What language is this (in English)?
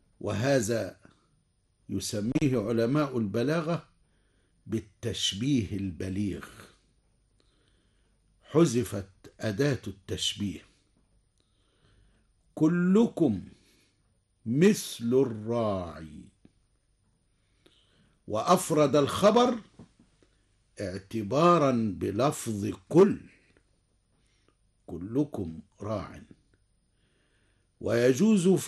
Arabic